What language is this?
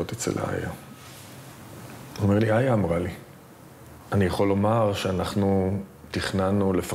Hebrew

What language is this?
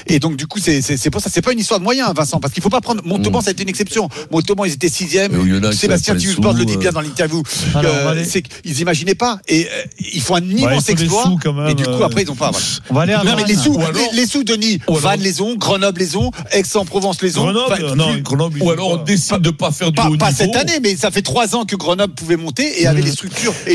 French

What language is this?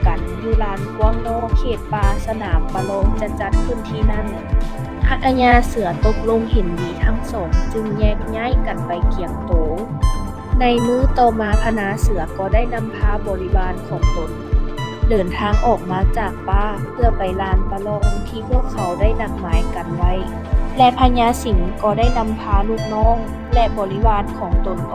Lao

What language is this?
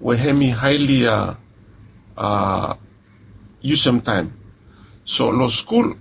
Bislama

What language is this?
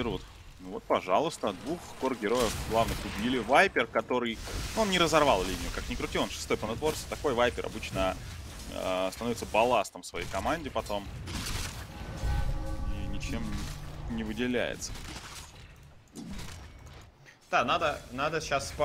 Russian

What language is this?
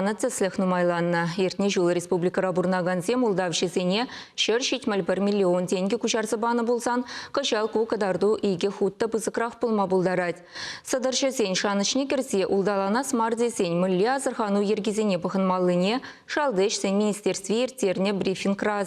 Chuvash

